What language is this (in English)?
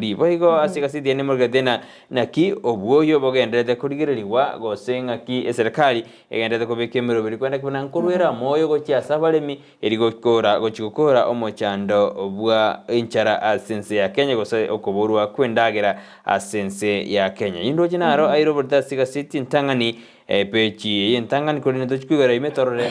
Gusii